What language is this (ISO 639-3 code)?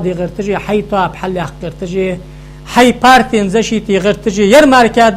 inh